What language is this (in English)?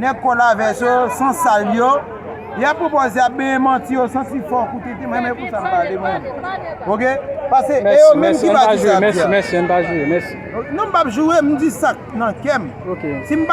Haitian Creole